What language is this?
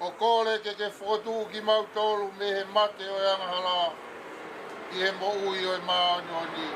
Tongan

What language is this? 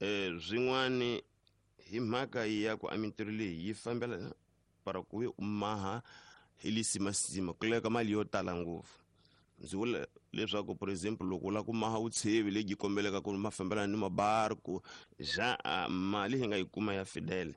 Tsonga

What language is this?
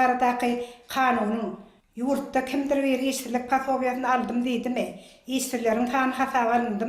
Turkmen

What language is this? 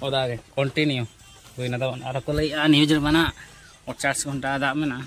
Santali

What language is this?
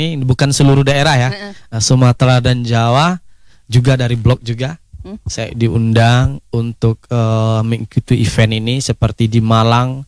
Indonesian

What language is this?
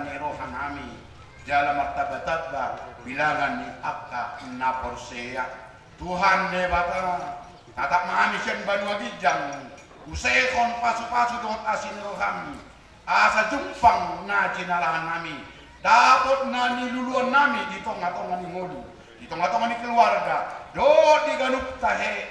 Batak Toba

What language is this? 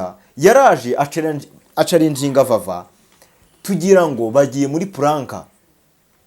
Kinyarwanda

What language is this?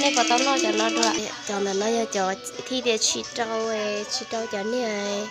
Hmong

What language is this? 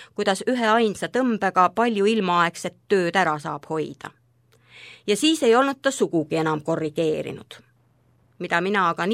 Estonian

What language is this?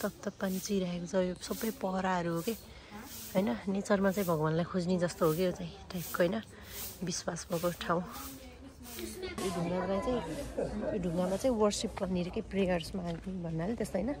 Nepali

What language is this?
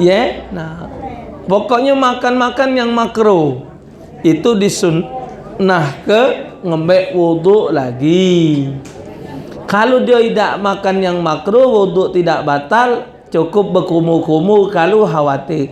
Musi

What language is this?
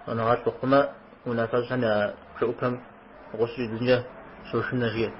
Kabardian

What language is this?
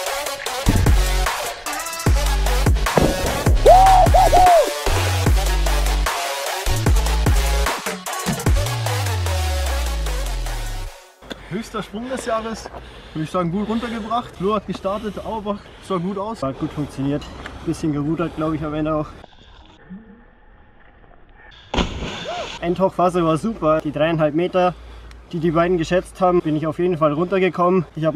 German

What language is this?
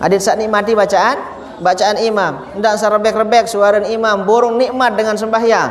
Sasak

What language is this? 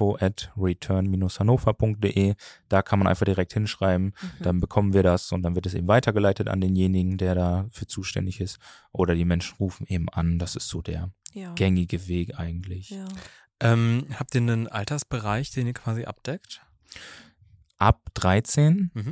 German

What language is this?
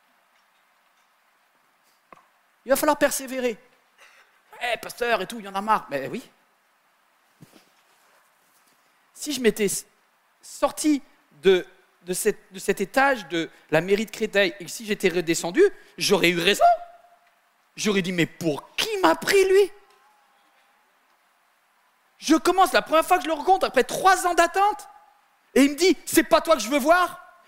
French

